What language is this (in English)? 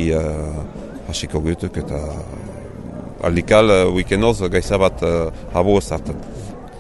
Basque